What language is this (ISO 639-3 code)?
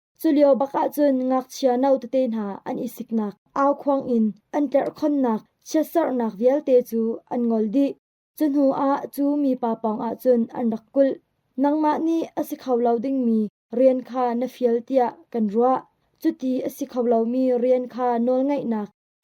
cnh